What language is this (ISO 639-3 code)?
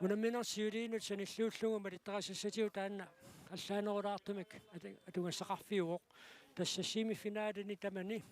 kal